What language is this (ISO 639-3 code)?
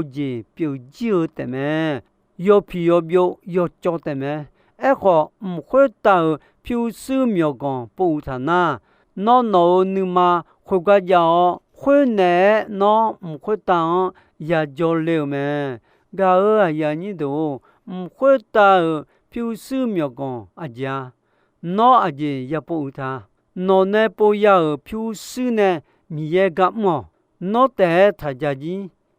ahk